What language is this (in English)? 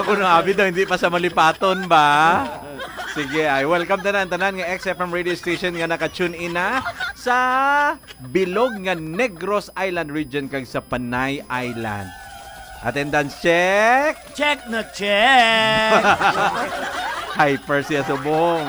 Hiligaynon